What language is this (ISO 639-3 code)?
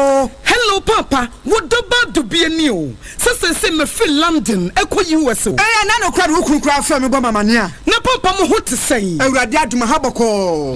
aka